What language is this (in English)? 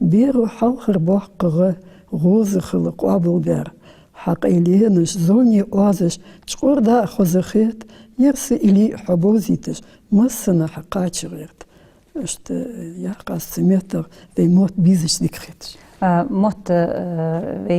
Ingush